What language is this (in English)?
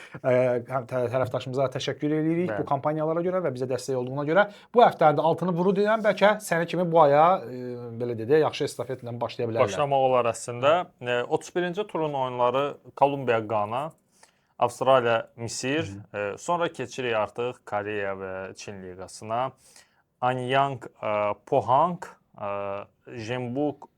Azerbaijani